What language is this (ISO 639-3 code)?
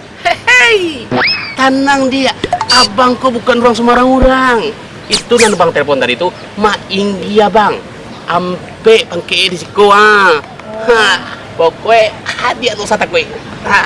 min